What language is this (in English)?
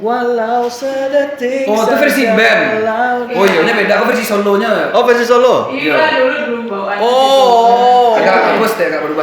Minangkabau